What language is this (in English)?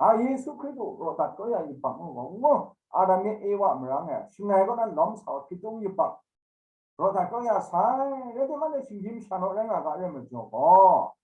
Kachin